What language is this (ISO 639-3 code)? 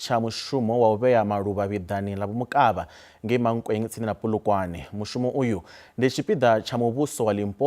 ven